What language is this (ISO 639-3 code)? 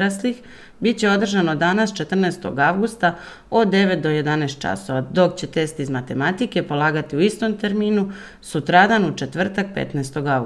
srp